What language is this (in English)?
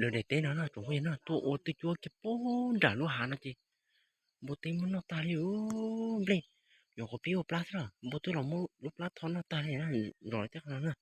Hmong